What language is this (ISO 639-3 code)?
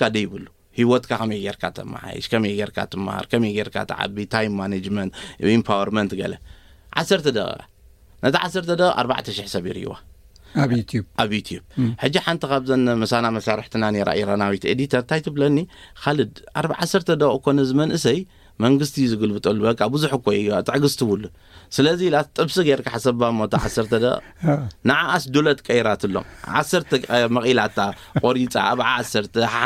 tir